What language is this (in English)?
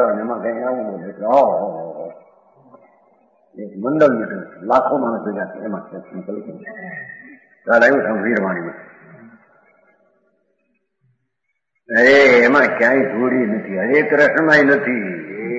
Gujarati